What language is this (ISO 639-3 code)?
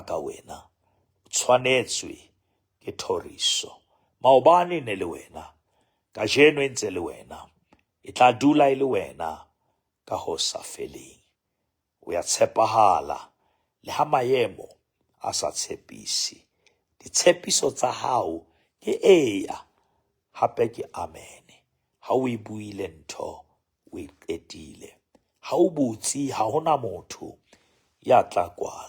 sot